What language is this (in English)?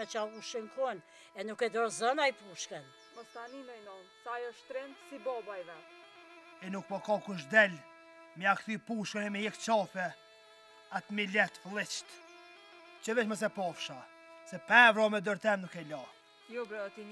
Albanian